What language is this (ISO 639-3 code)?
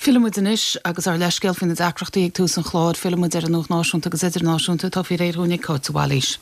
gle